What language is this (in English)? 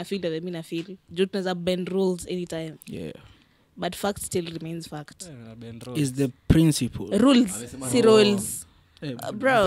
Swahili